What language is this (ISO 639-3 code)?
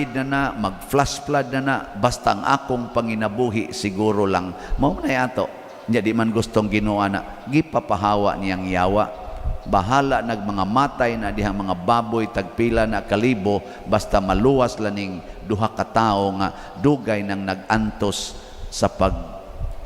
ceb